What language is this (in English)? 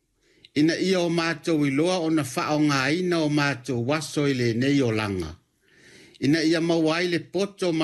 Samoan